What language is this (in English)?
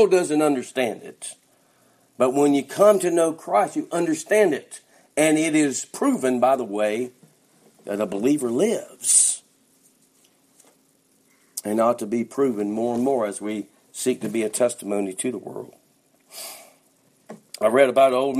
English